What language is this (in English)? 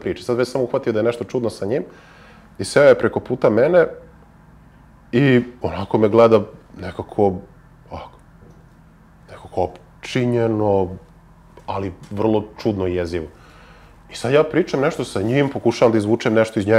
Serbian